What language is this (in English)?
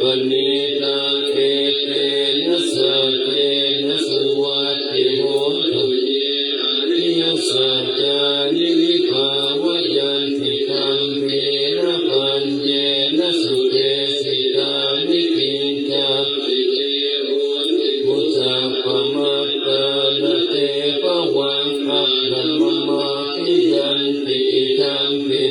Pali